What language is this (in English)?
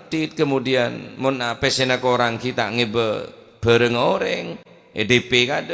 Madurese